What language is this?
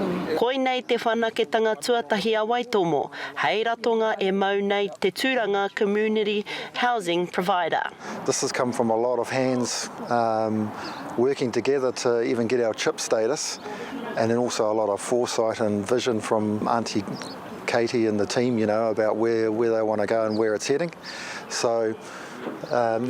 Māori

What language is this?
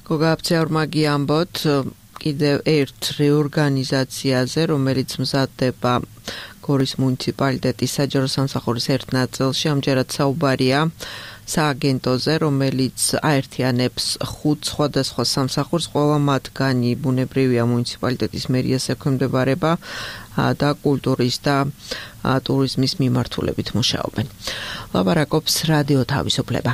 Georgian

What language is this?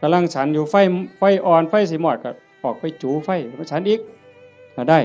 Northeastern Thai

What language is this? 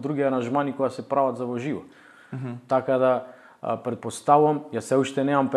Macedonian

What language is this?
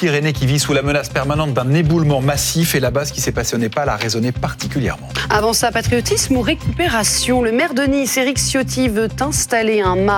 French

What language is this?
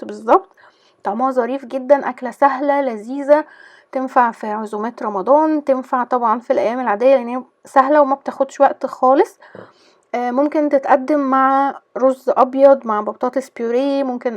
Egyptian Arabic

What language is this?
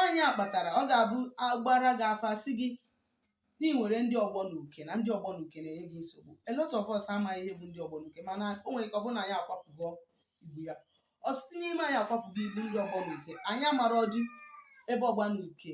Igbo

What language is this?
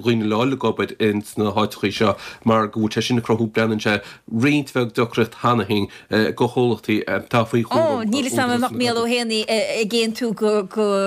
Irish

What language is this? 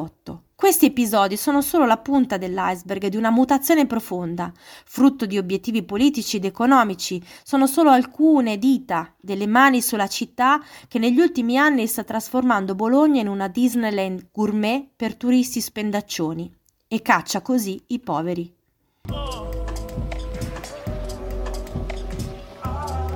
Italian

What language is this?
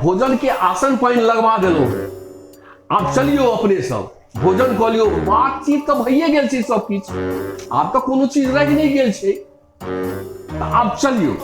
Maithili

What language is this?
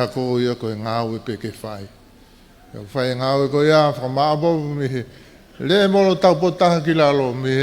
Tongan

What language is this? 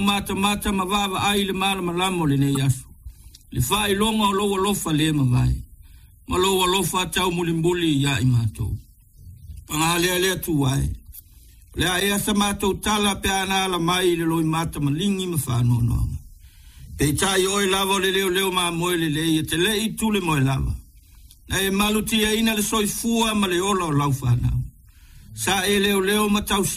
Samoan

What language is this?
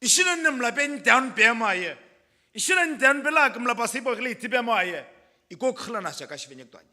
Sumi Naga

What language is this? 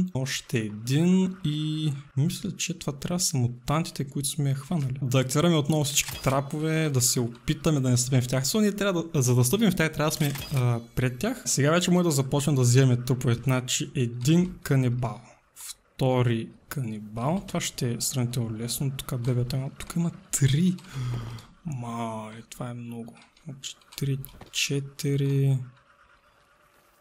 Bulgarian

